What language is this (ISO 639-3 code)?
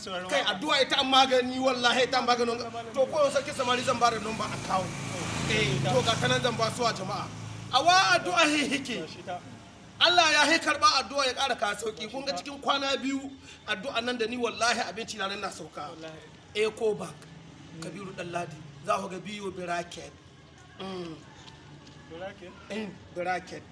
hau